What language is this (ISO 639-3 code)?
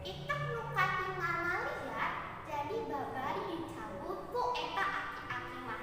sun